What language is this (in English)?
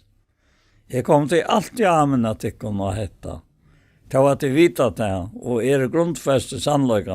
Faroese